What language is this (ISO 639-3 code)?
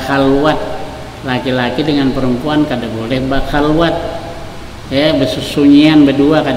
bjn